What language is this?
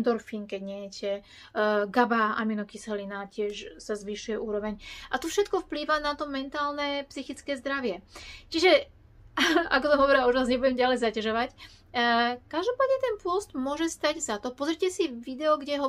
Slovak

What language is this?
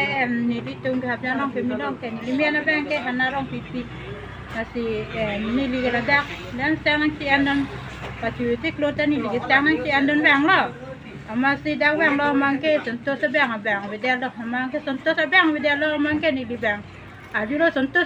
Karbi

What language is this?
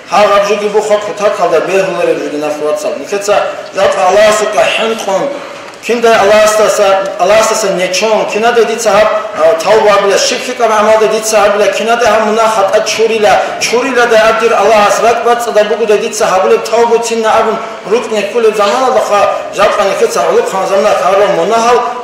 Avaric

